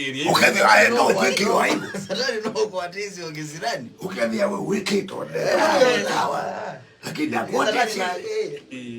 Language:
Kamba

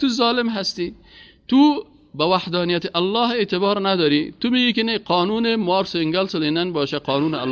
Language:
Persian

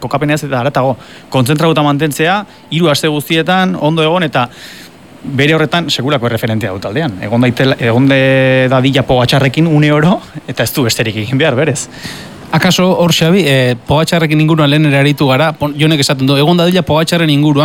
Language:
Basque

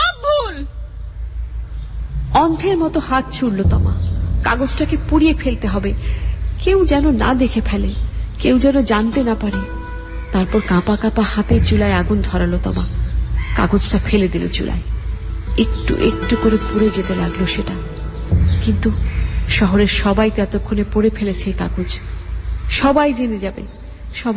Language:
Bangla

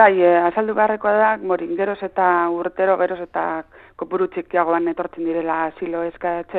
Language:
Basque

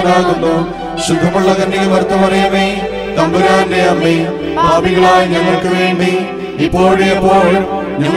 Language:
Malayalam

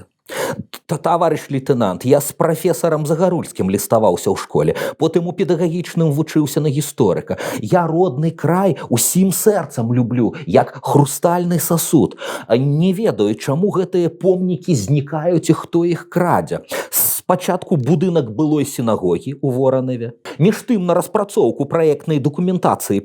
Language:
Belarusian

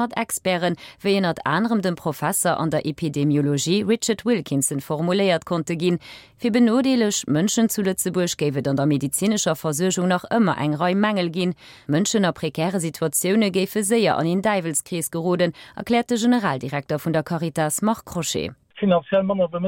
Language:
Luxembourgish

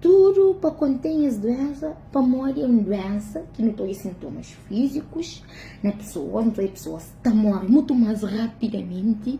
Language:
Kabuverdianu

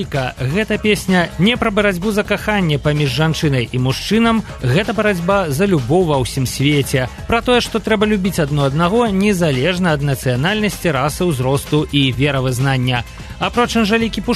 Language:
Belarusian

